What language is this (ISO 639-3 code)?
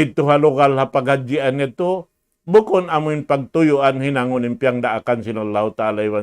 tsg